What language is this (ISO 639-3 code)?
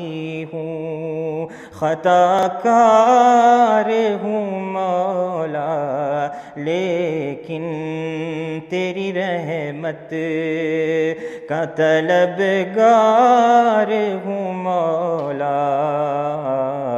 urd